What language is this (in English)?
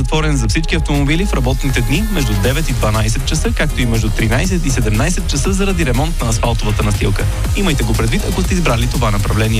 Bulgarian